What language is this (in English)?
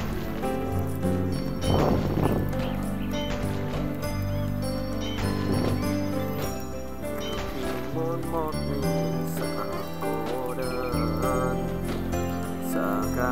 Vietnamese